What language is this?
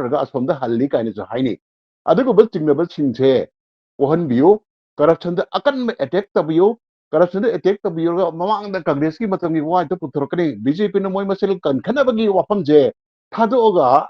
Manipuri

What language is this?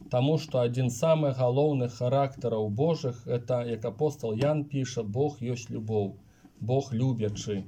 Belarusian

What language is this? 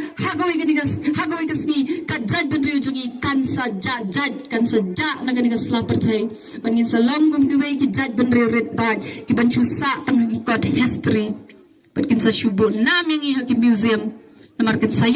Khasi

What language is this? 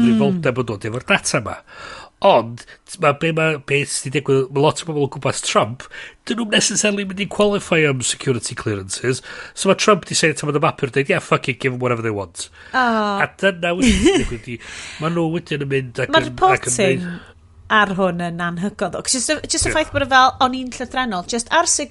Welsh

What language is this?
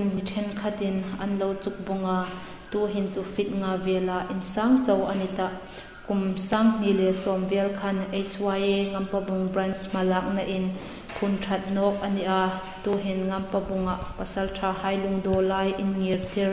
Hmar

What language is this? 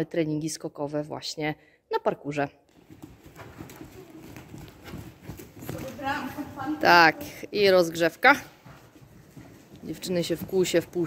Polish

